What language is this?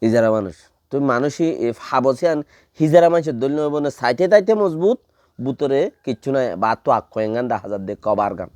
Rohingya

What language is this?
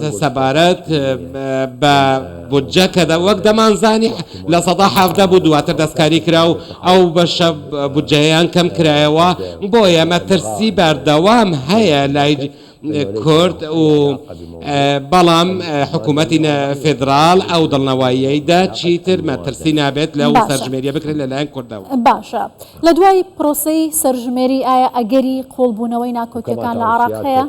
Central Kurdish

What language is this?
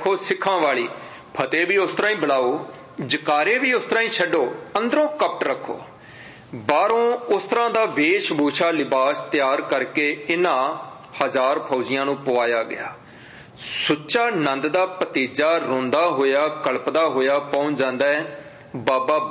Punjabi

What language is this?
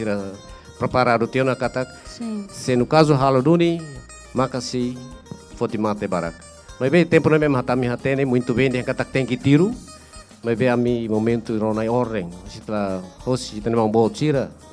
Tetum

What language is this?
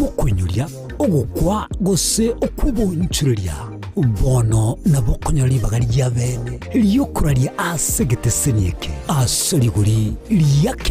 Gusii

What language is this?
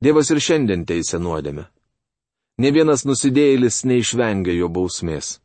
Lithuanian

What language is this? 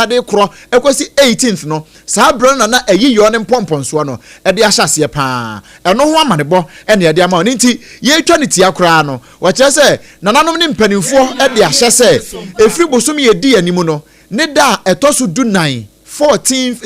Akan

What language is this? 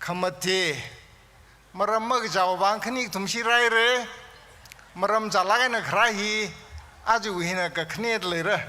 Tangkhul Naga (India)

